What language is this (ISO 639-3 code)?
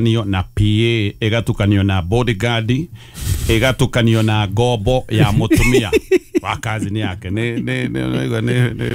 kik